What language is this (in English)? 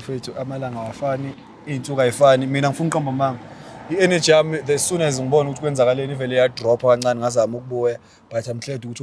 Zulu